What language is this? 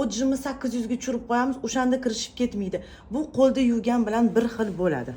Uzbek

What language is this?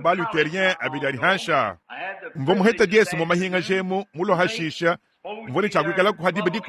Luba-Lulua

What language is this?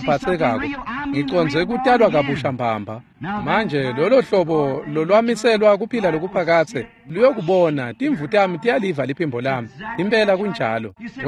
Swati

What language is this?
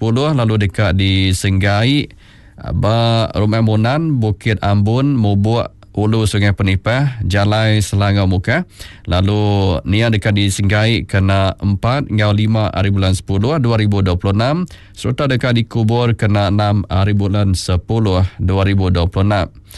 Iban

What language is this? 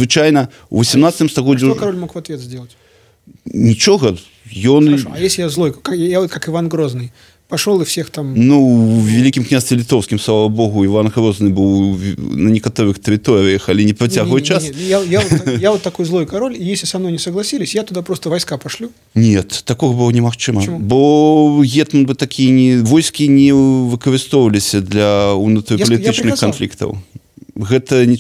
Belarusian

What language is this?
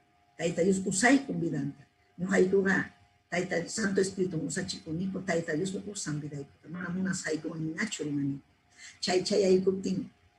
Ayacucho Quechua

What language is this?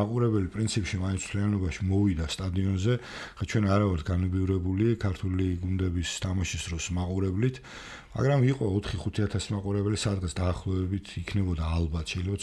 Georgian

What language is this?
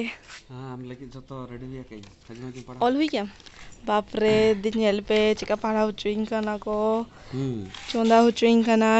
Santali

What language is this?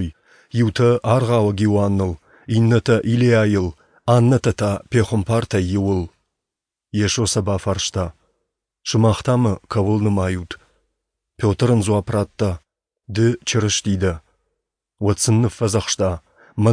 Ossetic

